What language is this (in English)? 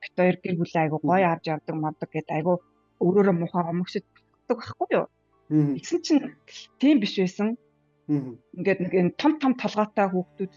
Mongolian